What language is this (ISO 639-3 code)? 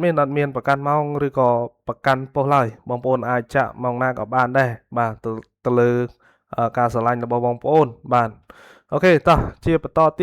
khm